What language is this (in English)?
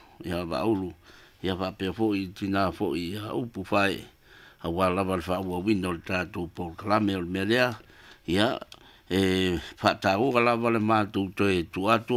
Samoan